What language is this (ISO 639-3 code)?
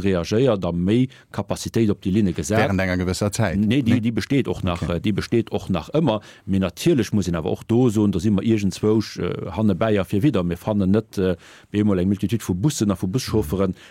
ltz